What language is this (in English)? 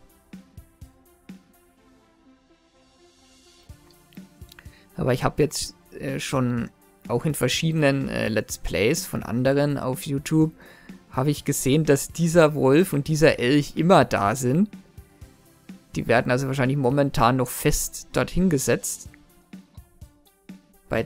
German